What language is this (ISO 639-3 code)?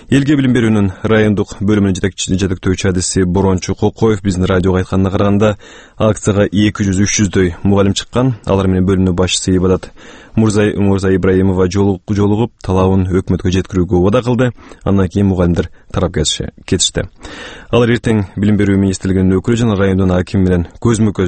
kir